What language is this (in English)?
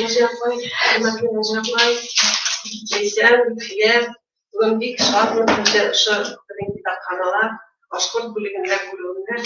Bashkir